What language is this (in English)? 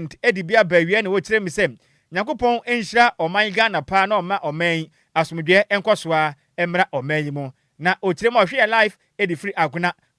Akan